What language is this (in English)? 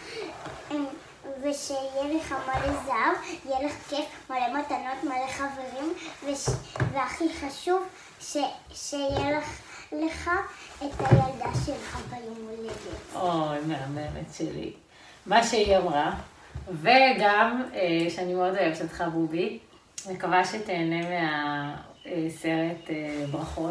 Hebrew